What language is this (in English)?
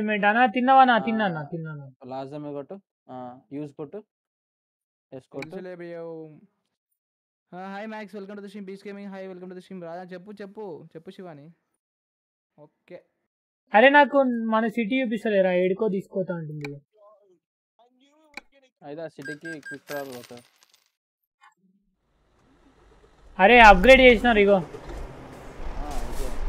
Telugu